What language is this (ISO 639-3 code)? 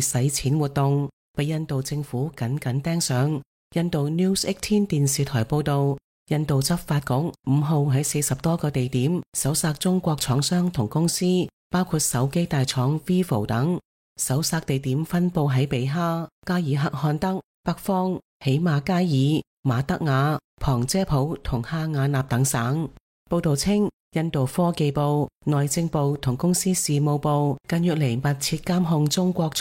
yue